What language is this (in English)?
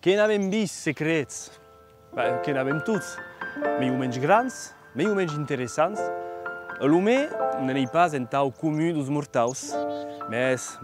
Occitan